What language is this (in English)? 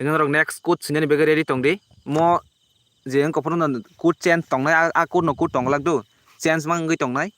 Kok Borok